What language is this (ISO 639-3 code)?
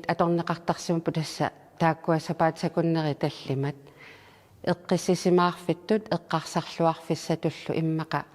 kal